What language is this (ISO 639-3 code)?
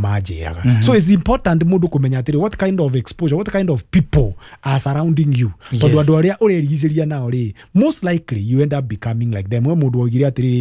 kik